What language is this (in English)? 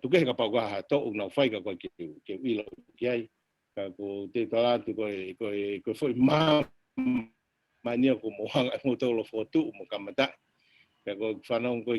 Tongan